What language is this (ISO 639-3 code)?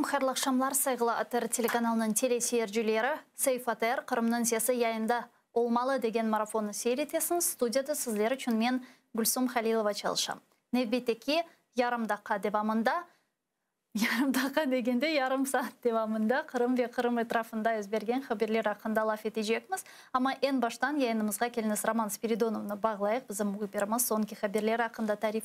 crh